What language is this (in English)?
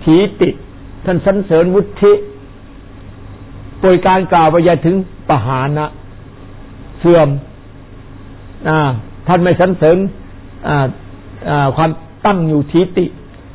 Thai